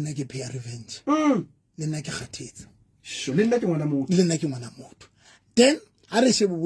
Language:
Southern Sotho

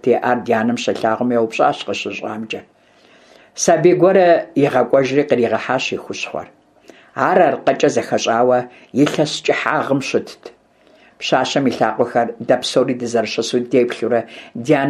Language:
Kabardian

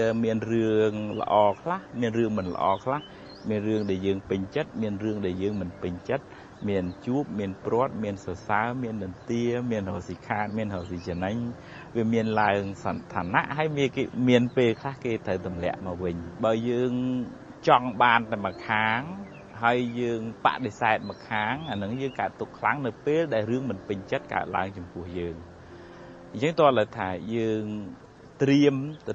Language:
Khmer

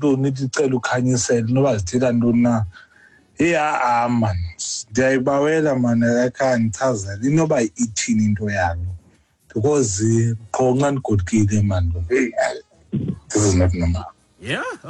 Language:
Xhosa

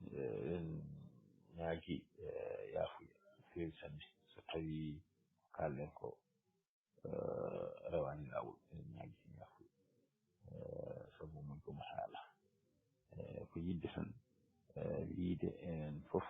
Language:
Fula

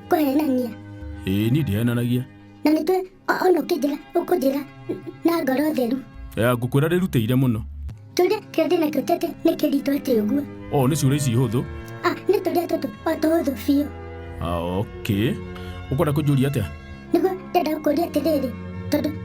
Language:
Kikuyu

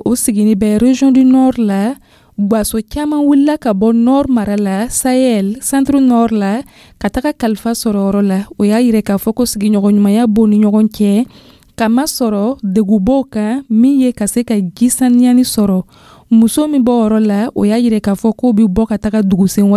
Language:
Dyula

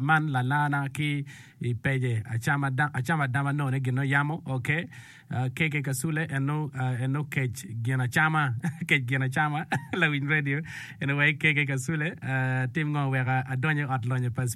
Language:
Acoli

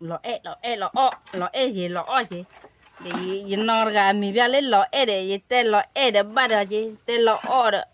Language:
S'gaw Karen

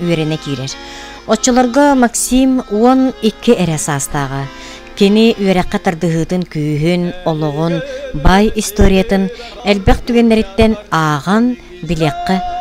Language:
Yakut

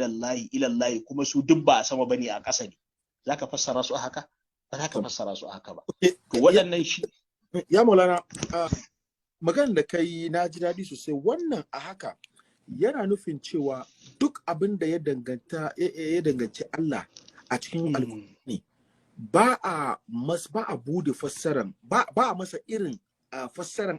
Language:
Hausa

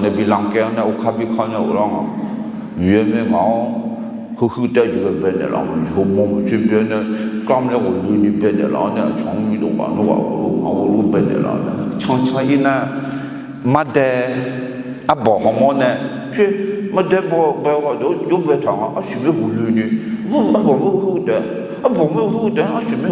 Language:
Akha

